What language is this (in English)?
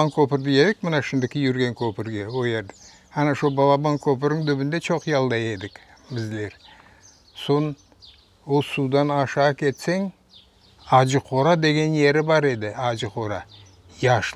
Crimean Tatar